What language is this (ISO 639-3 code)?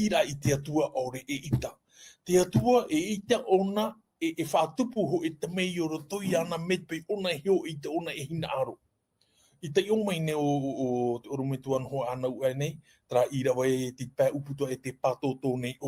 tah